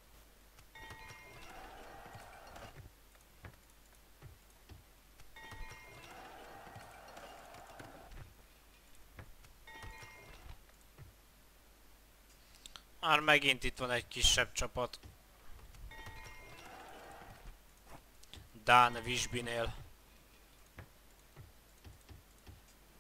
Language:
Hungarian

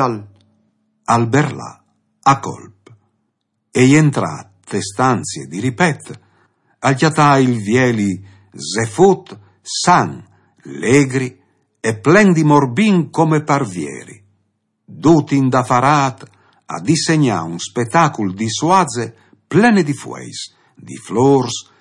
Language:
Friulian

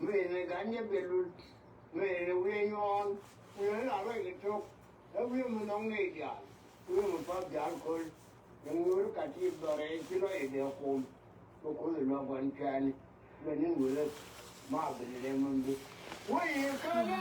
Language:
Nuer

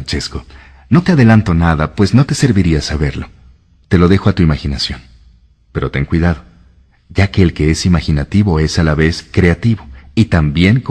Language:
Spanish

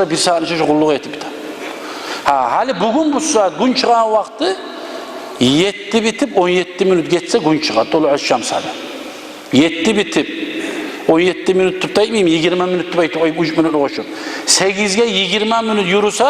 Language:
Kumyk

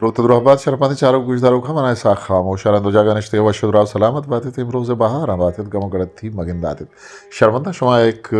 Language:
Eastern Balochi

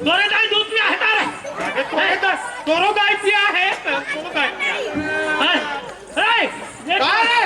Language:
Chhattisgarhi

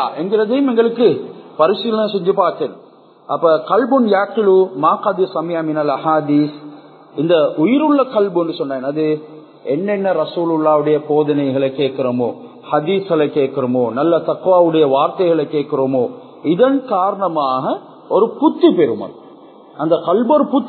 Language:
Tamil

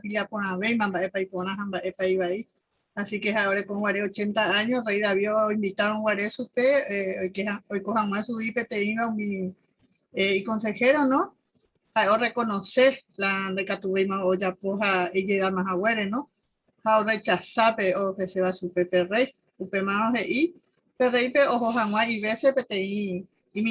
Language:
Guarani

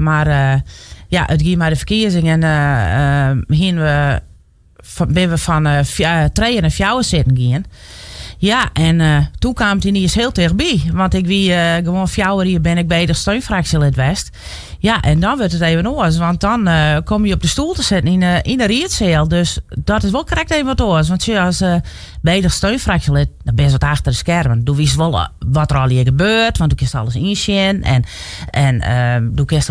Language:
Western Frisian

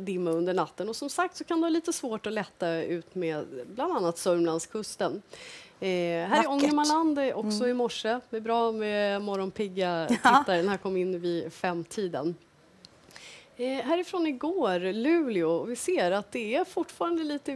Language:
Swedish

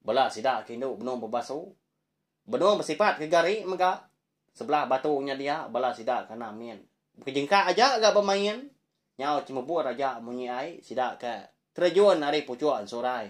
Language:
Iban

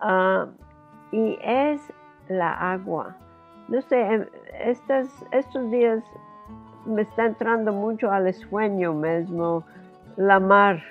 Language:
Ladino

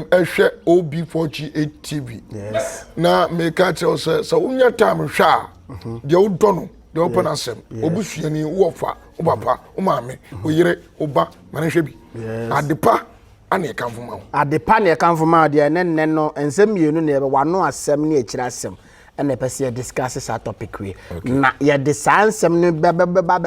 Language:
Akan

